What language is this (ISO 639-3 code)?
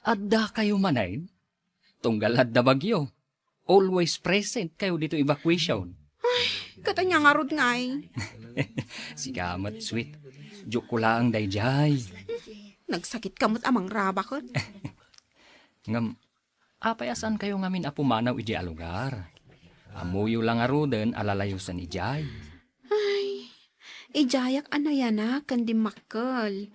ilo